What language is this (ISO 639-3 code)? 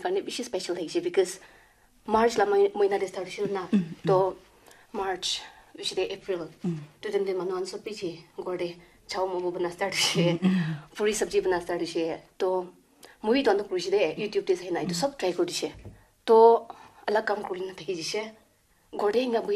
nag